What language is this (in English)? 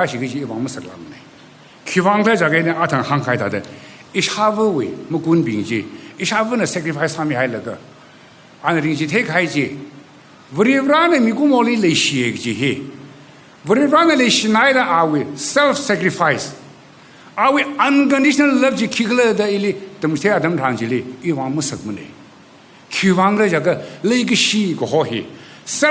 Tangkhul Naga (India)